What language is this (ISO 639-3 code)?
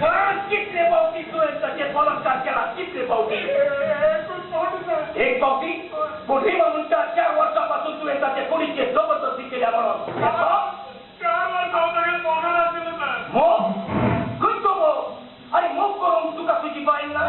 kok